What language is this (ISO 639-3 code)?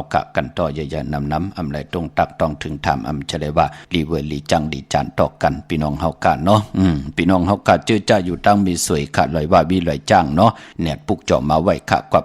shn